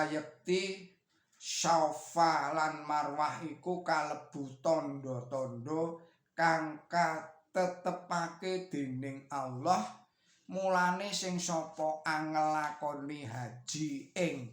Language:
Javanese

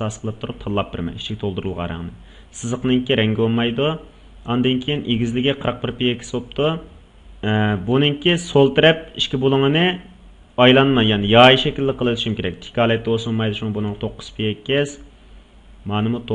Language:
Uyghur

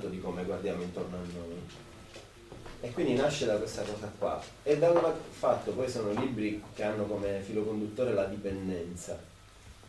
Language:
Italian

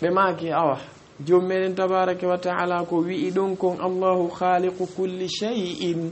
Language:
Fula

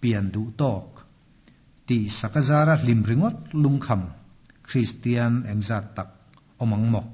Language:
Mizo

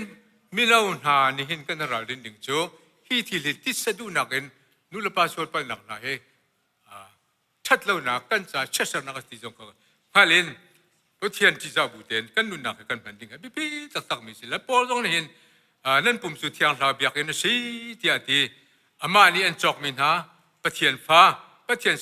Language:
Hakha Chin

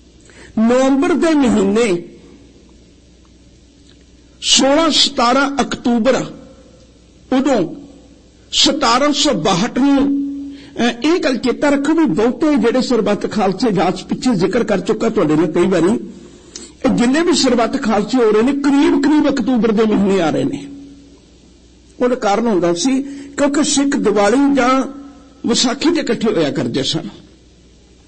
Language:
Punjabi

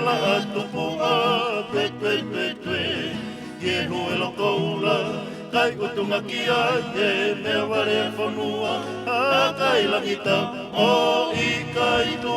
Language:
Tongan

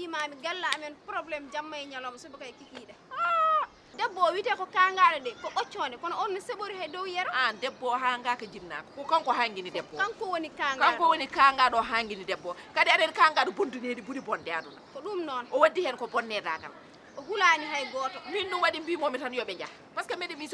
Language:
Fula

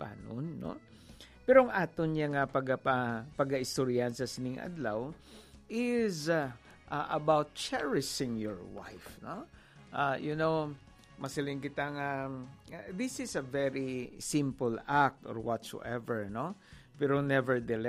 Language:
Hiligaynon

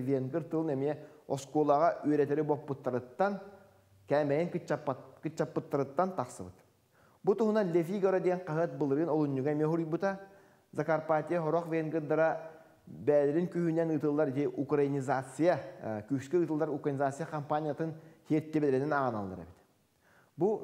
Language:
Yakut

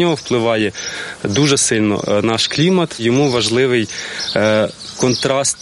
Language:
Ukrainian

